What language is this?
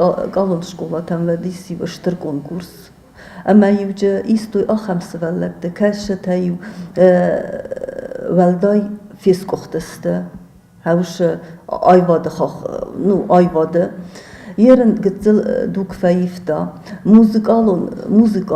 Ossetic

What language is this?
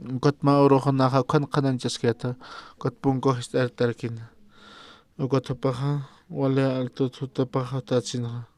Aymara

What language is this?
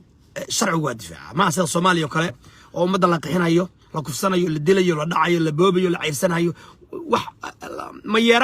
Somali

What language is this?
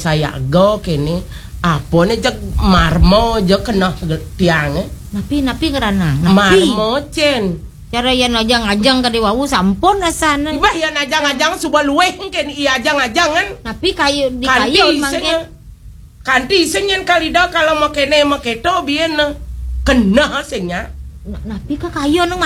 Balinese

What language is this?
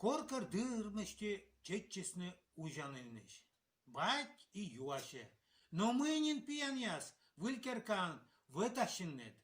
Komi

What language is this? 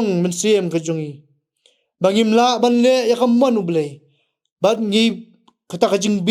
Khasi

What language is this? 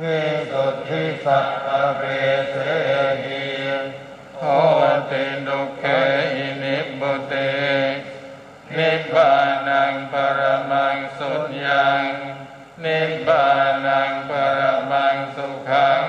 Pali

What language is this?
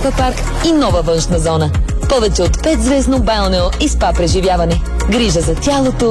Bulgarian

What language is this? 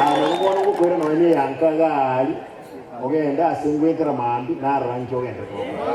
Gusii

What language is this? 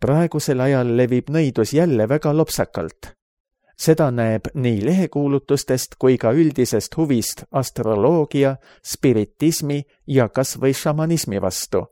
Estonian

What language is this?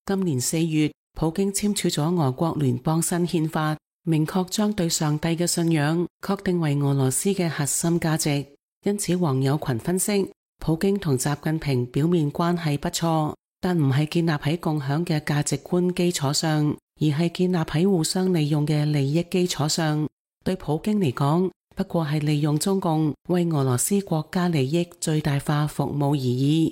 Cantonese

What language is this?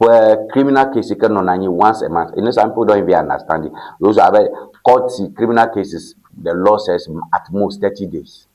Ewe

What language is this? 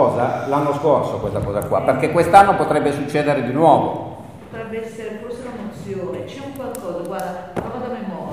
Italian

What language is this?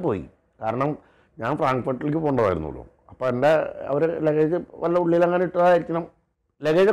Malayalam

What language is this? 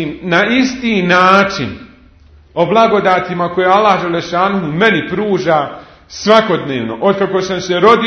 Bosnian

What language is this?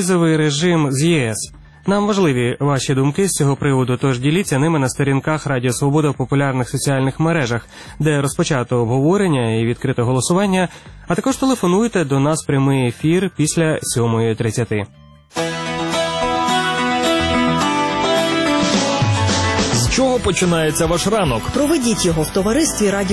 Ukrainian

